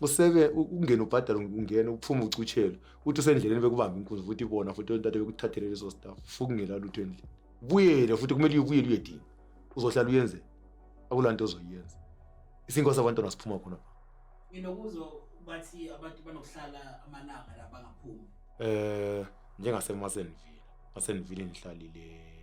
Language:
Zulu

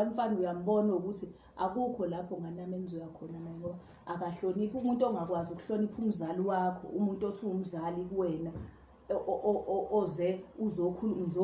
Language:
Zulu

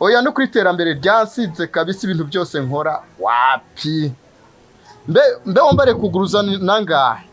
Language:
Rundi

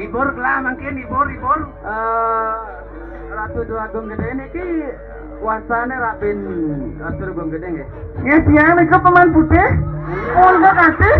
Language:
Balinese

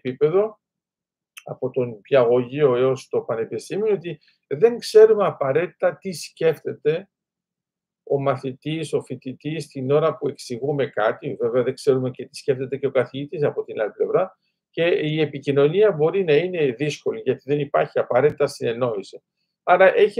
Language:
Greek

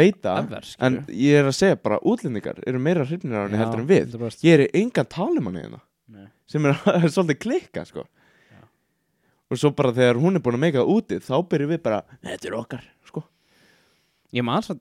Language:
Icelandic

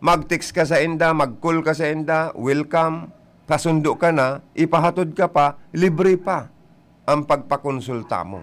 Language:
Bikol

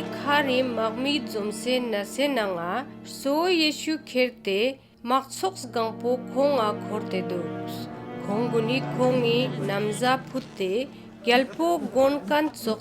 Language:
Ladakhi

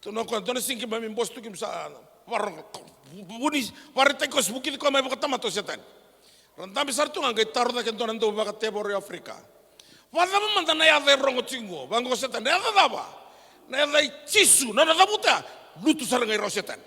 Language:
Fijian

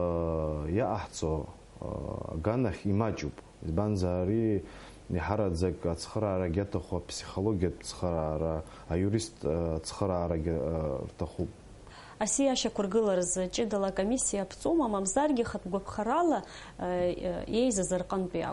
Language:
Abkhazian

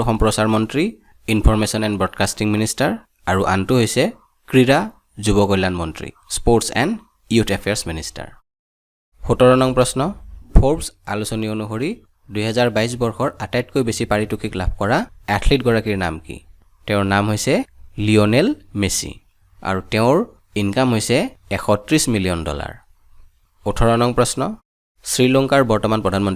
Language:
Assamese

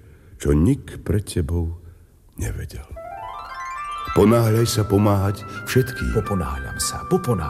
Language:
Slovak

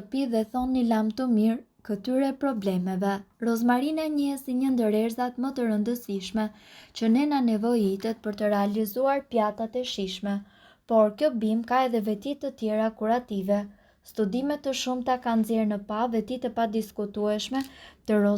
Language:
Albanian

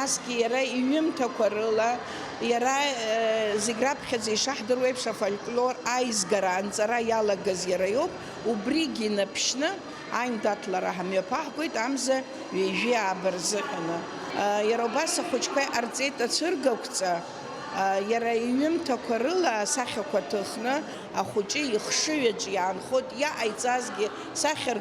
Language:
Abkhazian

